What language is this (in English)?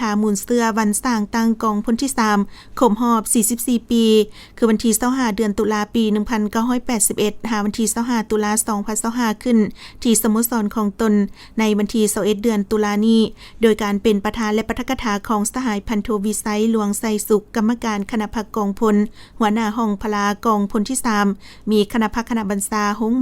Lao